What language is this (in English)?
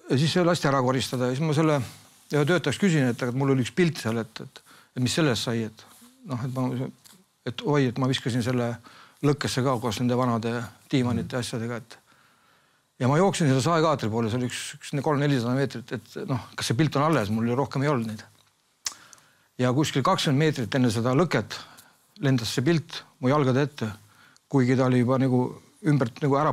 Estonian